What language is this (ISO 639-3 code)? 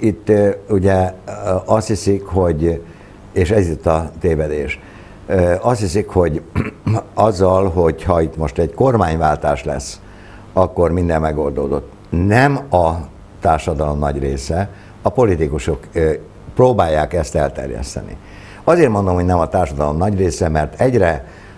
hun